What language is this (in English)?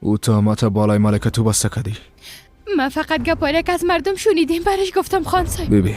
Persian